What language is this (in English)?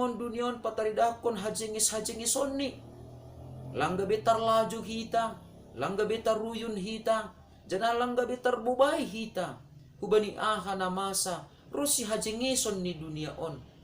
Batak Simalungun